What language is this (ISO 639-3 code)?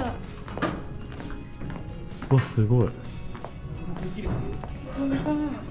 jpn